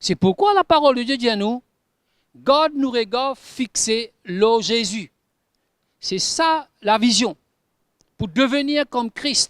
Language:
Morisyen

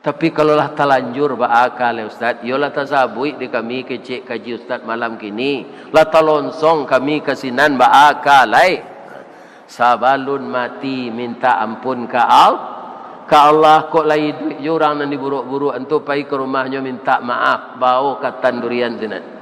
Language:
Minangkabau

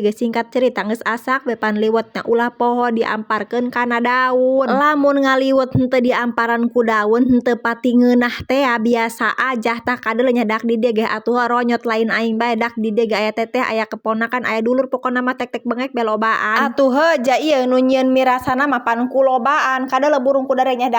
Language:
Sundanese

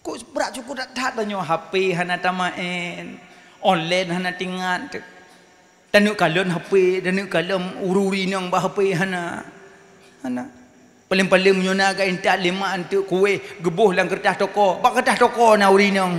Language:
Achinese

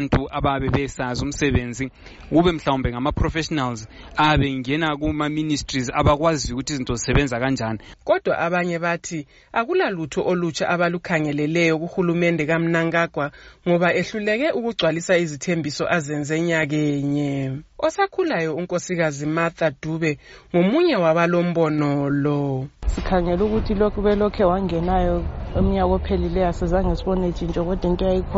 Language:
North Ndebele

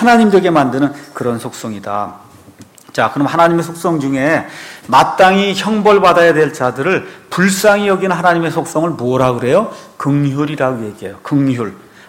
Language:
Korean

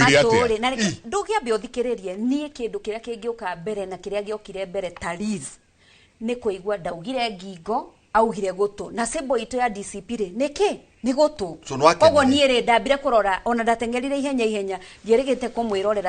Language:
Kikuyu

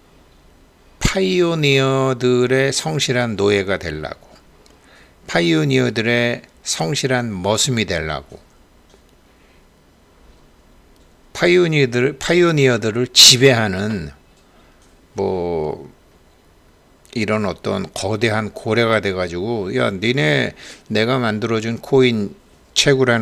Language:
Korean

